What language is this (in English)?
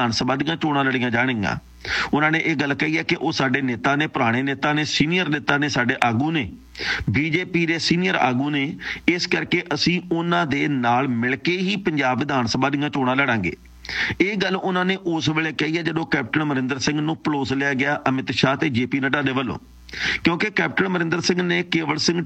Punjabi